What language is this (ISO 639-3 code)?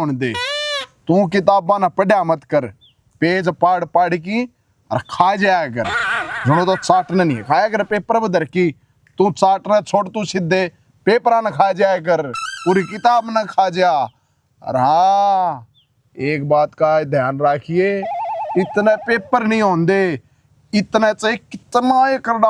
bgc